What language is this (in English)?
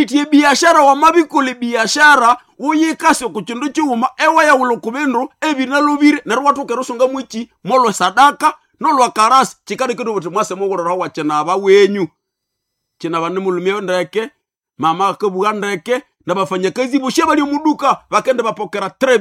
Nande